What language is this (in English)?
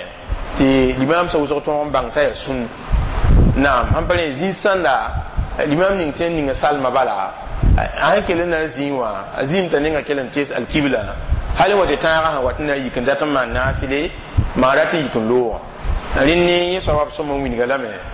Mossi